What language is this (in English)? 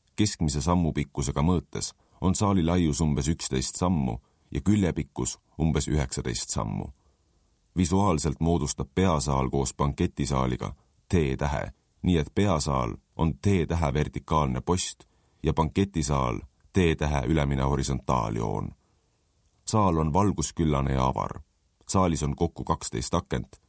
Estonian